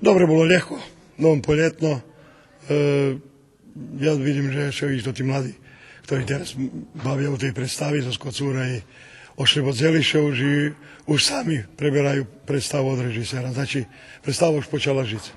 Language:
Rusyn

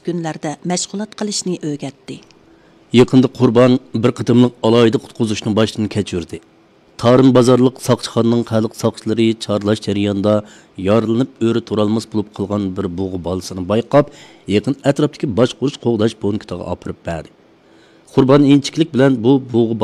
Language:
Uyghur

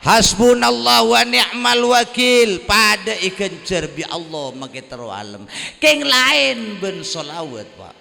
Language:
Madurese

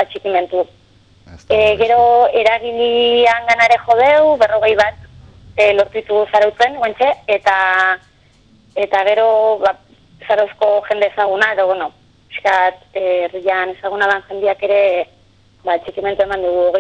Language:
Basque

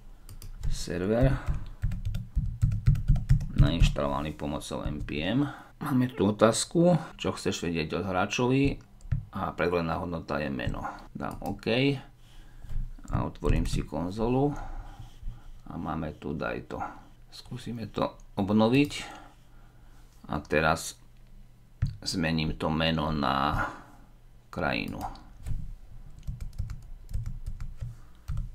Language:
Slovak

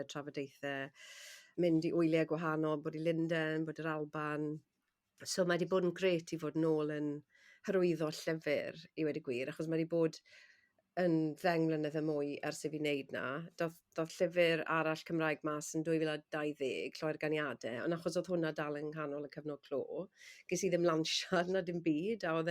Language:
Welsh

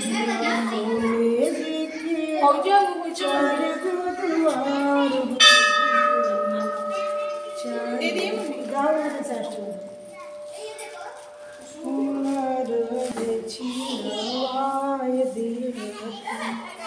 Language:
Bhojpuri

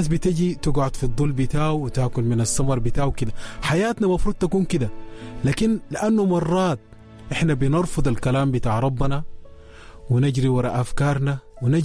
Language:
Sudanese Arabic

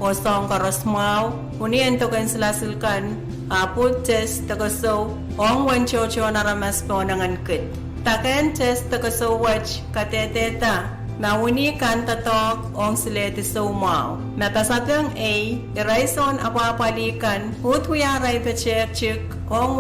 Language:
Pohnpeian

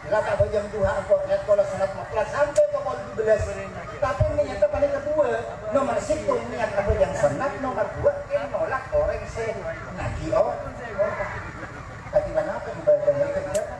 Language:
Madurese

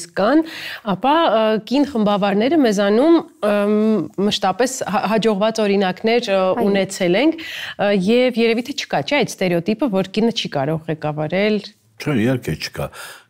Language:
Armenian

